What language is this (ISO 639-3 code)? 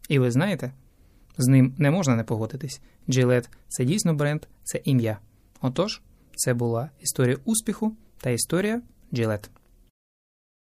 ukr